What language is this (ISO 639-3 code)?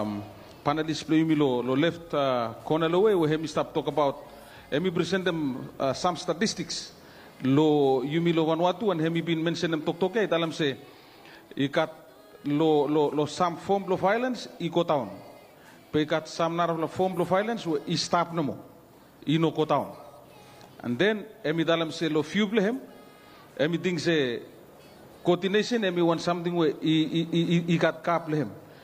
bis